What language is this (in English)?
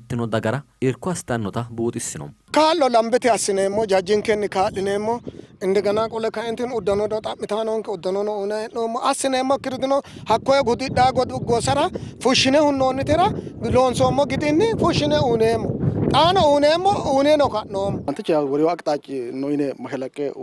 Sidamo